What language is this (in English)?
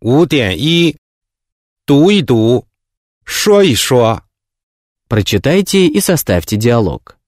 Serbian